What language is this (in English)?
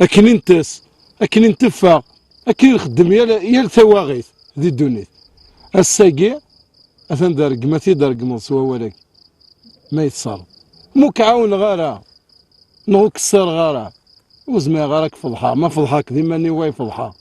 Kabyle